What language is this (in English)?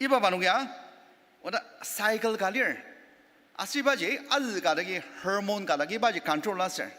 Ao Naga